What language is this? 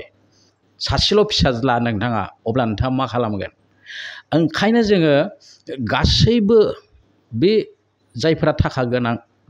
Bodo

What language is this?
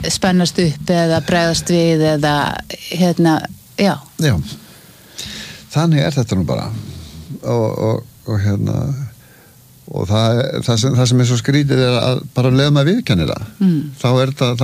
Icelandic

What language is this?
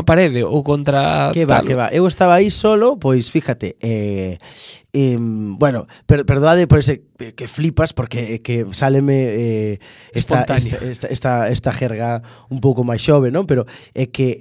Galician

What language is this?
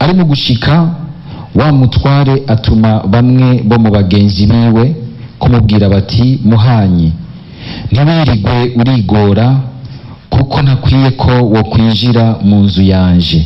Rundi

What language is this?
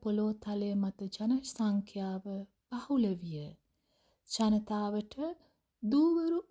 Sinhala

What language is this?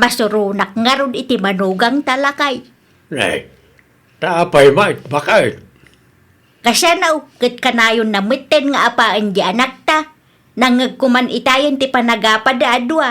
Iloko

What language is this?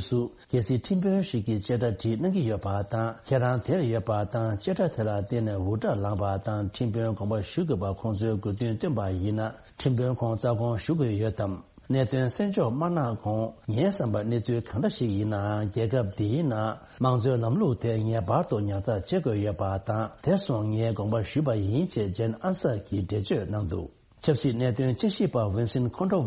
Tibetan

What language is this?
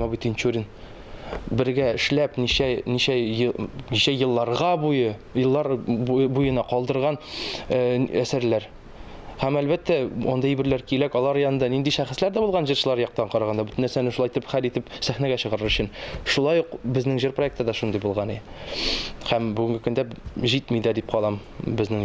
Tatar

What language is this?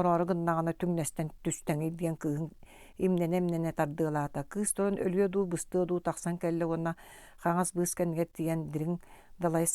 Yakut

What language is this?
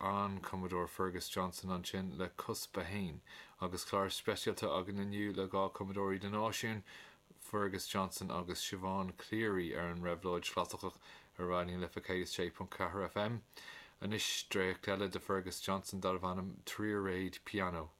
Irish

